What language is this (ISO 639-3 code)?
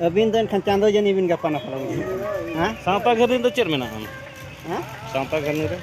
sat